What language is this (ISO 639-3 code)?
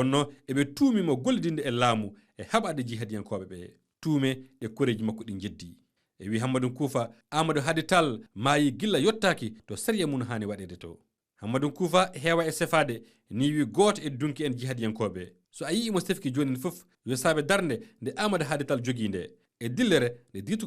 ful